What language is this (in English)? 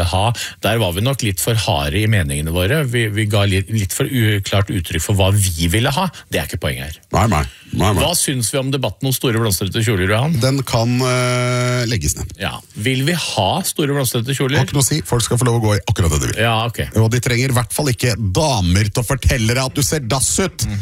Norwegian